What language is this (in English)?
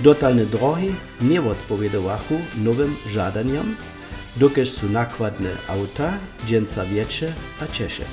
Upper Sorbian